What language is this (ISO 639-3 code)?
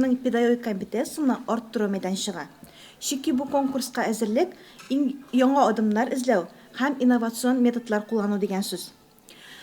tat